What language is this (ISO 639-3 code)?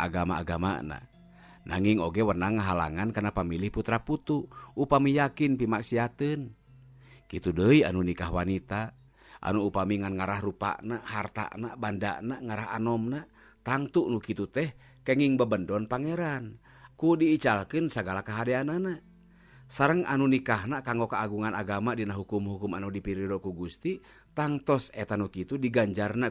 sun